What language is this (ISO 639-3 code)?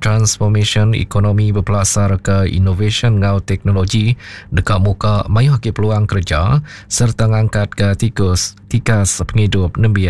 iba